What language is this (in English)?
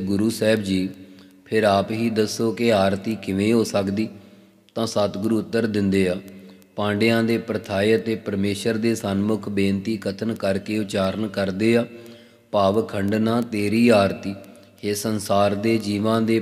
Punjabi